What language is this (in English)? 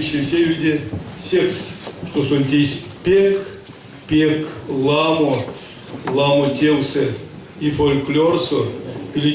Erzya